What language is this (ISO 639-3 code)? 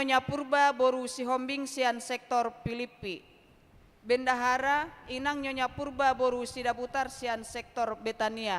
bbc